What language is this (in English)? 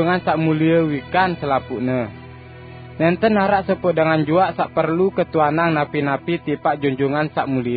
Sasak